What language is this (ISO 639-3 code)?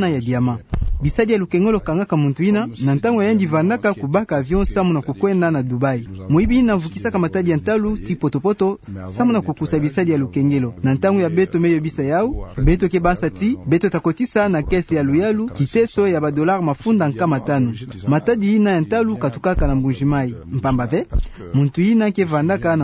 ktu